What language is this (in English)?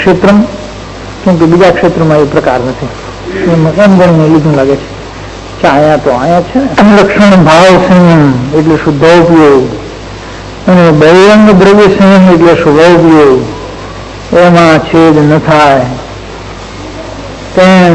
Gujarati